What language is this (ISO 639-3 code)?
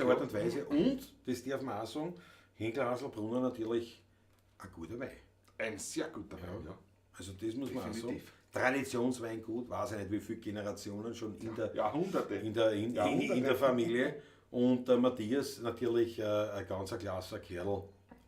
bar